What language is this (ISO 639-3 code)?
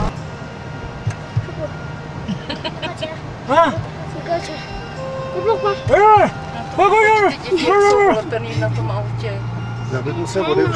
ces